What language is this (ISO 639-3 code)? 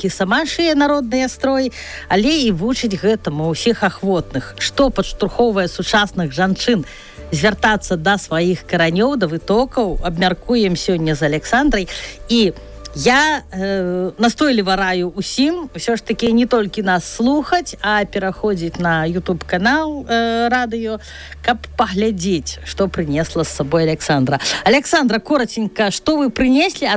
bel